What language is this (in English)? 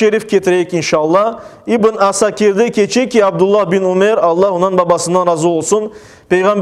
Crimean Tatar